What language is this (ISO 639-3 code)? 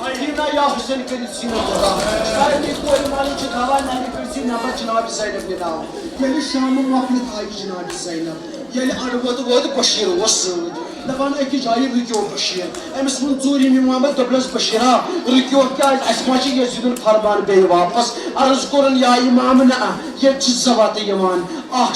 kas